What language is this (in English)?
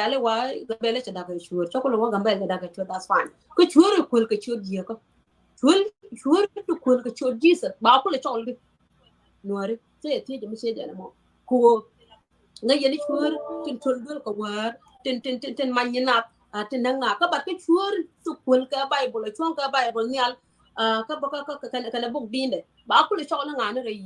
Nuer